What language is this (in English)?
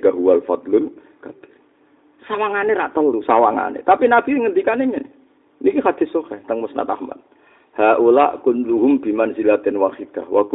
Javanese